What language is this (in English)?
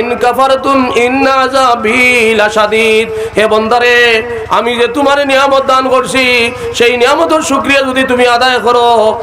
Sylheti